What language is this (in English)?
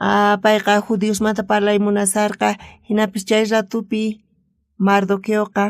South Bolivian Quechua